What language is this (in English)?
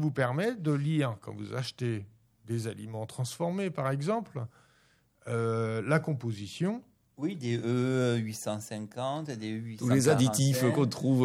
French